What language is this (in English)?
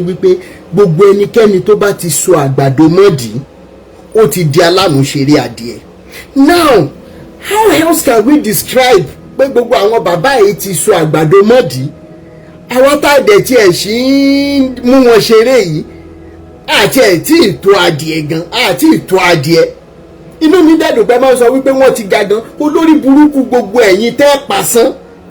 Yoruba